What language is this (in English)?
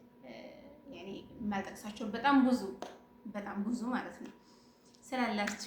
Amharic